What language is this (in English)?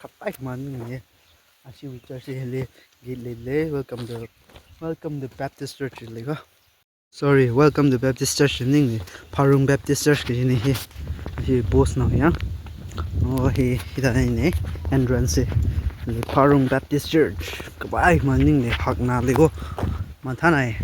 Tangkhul Naga (India)